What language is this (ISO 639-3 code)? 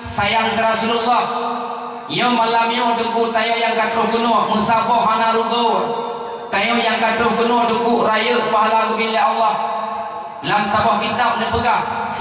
ace